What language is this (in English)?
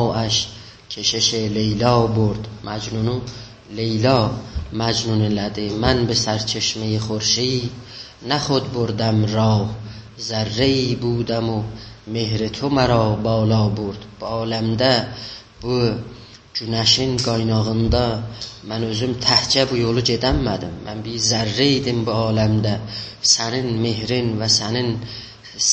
South Azerbaijani